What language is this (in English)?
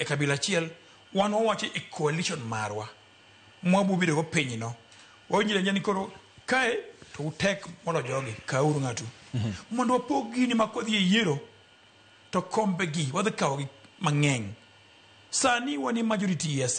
Luo (Kenya and Tanzania)